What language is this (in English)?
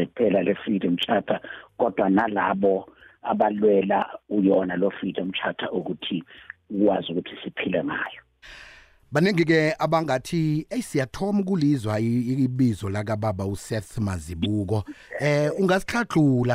South Ndebele